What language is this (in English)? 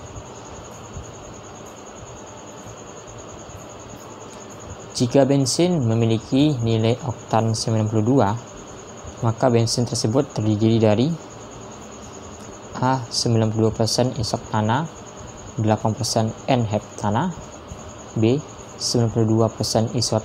Indonesian